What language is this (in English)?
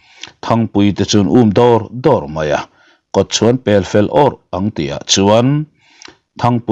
Mizo